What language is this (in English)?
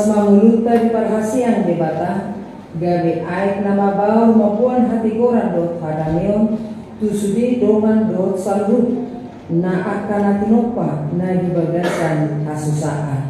Batak Toba